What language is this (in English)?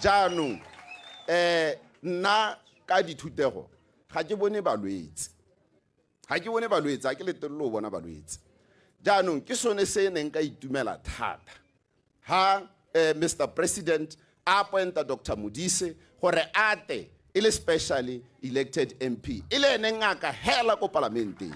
Tswana